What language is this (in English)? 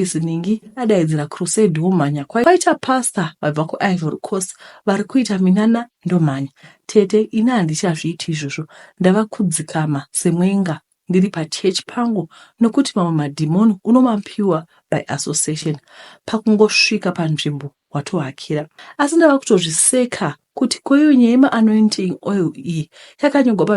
Shona